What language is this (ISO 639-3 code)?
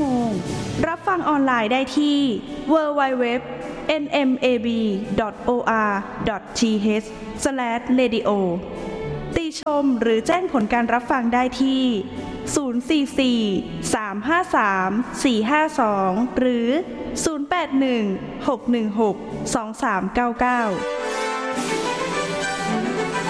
tha